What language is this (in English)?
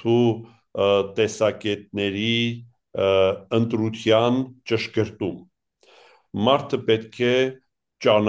Armenian